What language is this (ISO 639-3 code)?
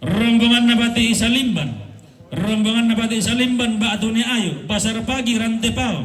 sda